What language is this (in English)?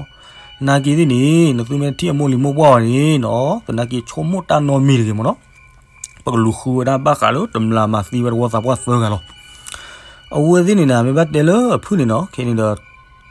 S'gaw Karen